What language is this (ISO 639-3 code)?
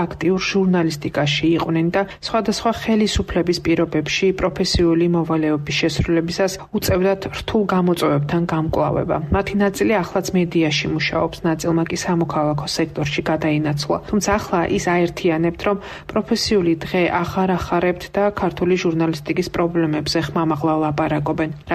kat